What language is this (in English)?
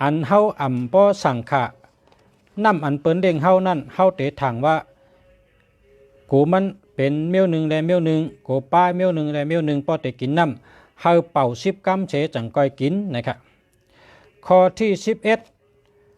Shan